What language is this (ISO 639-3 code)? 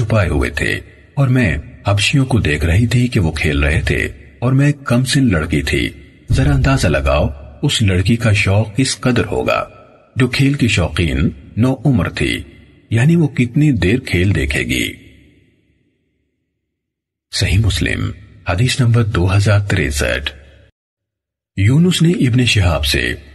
urd